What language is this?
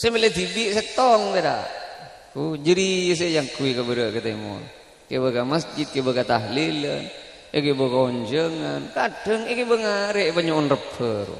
Madurese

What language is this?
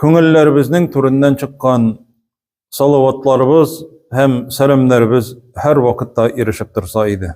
Tatar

